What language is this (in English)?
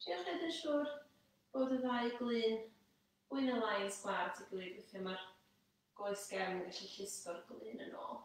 Welsh